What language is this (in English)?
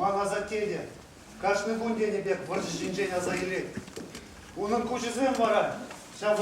Chuvash